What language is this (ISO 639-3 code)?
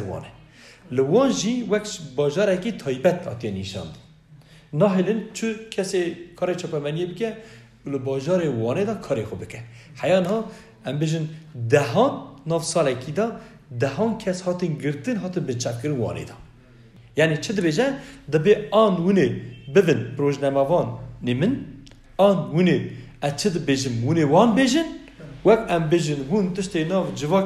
kur